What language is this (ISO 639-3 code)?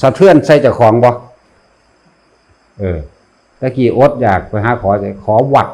tts